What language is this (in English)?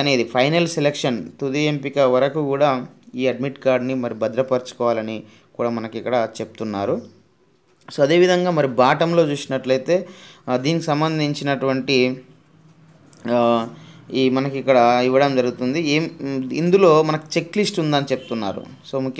Telugu